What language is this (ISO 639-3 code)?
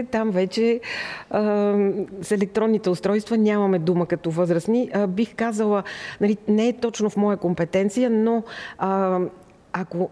bul